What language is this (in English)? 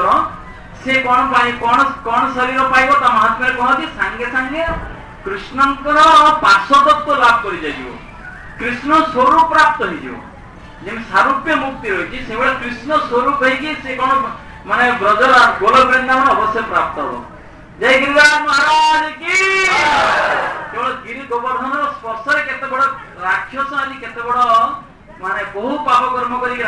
Odia